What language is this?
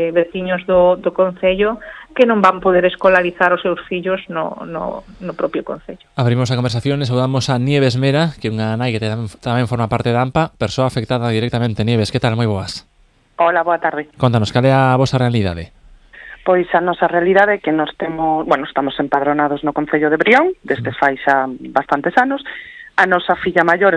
Galician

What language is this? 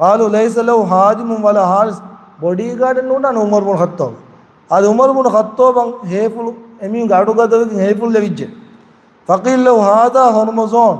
Divehi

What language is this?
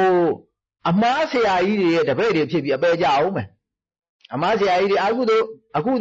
Burmese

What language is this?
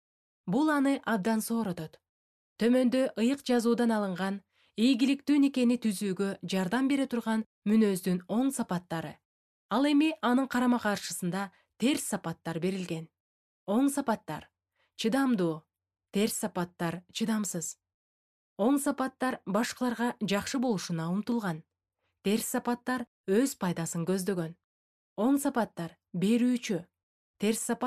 Kyrgyz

